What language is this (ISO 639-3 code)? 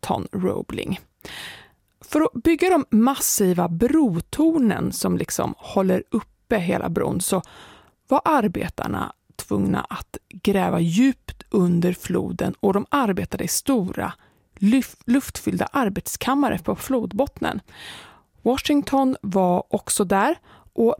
swe